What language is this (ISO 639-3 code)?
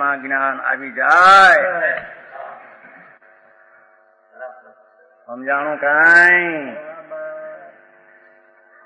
guj